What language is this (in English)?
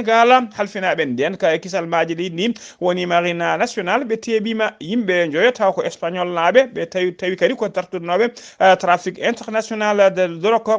Fula